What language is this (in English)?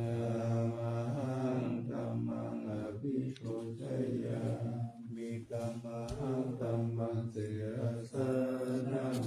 Pali